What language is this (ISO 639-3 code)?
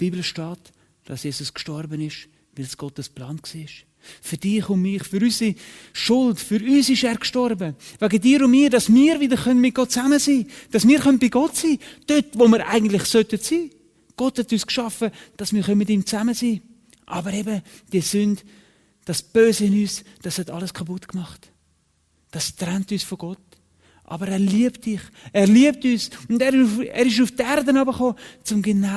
gsw